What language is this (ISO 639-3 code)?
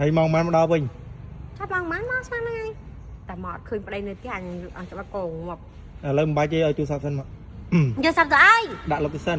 khm